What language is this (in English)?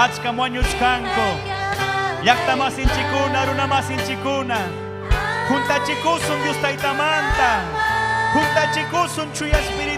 Ayacucho Quechua